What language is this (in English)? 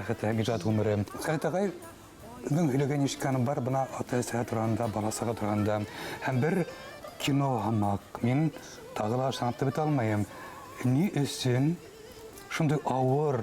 Tatar